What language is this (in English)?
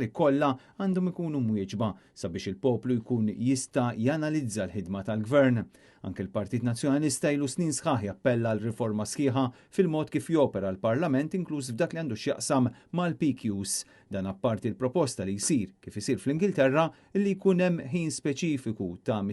Maltese